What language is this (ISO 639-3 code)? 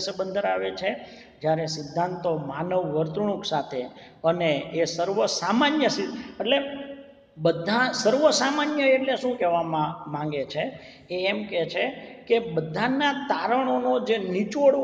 guj